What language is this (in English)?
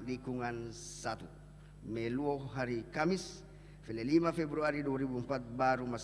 Nias